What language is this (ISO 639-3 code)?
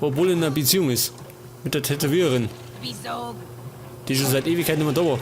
bar